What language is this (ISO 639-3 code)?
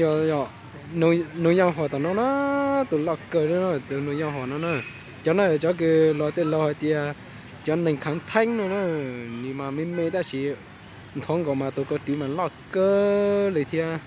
hmn